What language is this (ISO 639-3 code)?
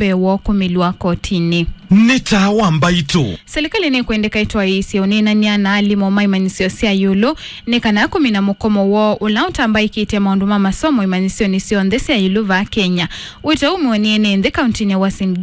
kam